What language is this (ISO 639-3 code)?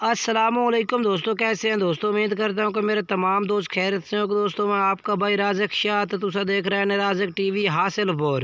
skr